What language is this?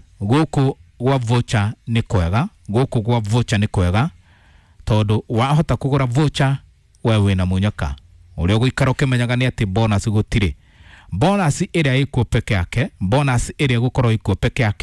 Kikuyu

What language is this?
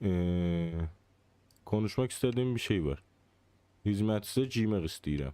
South Azerbaijani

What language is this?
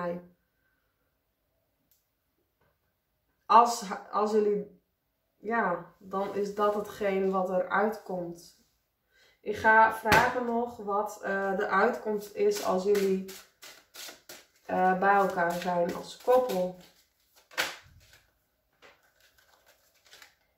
Dutch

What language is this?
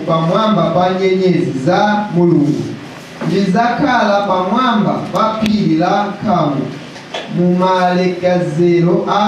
Nyanja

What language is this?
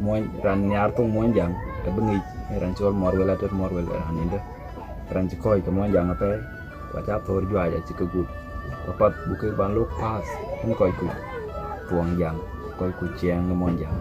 Dinka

